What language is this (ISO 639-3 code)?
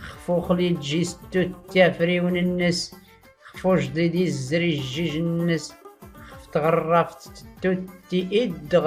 shi